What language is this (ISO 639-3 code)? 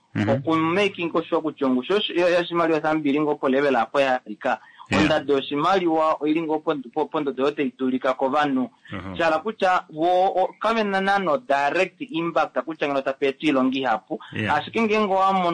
kua